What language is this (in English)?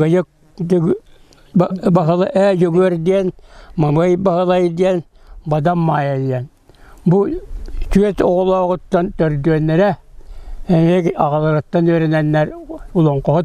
Yakut